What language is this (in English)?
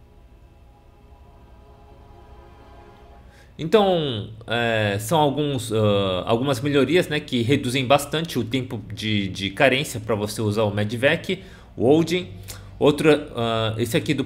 Portuguese